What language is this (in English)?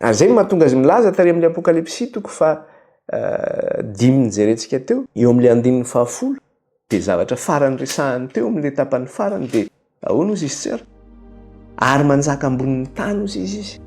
Malagasy